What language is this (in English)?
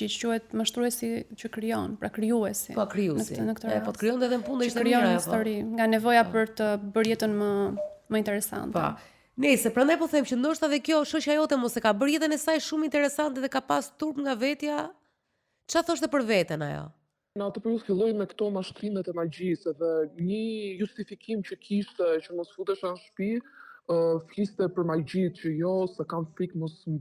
Albanian